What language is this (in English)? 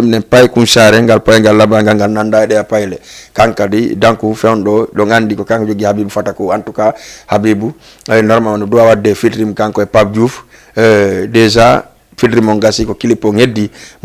Fula